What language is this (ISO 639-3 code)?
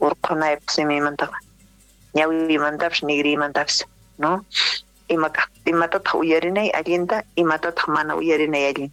quh